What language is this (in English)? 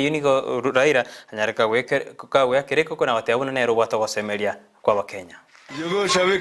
Gusii